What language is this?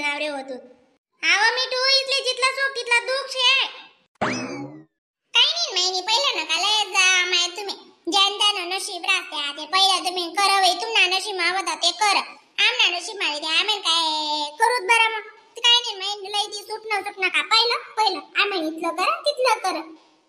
Khandesi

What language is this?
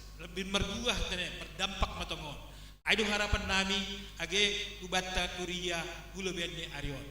Batak Simalungun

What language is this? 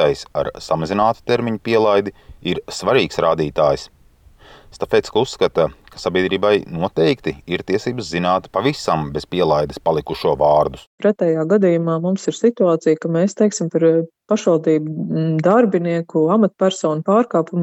Latvian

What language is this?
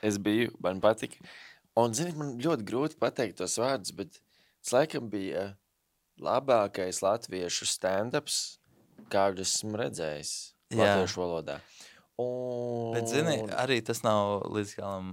Latvian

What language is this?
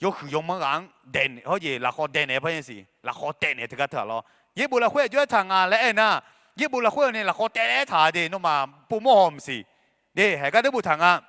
Akha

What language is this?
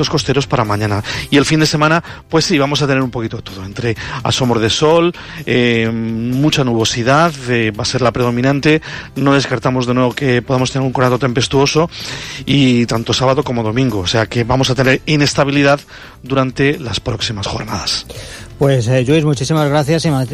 Spanish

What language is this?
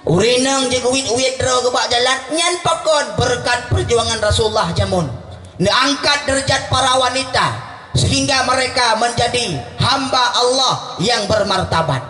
Achinese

